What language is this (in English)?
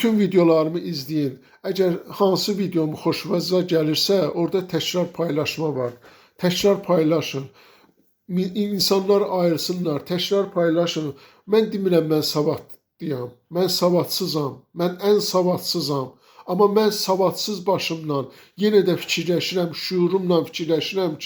Azerbaijani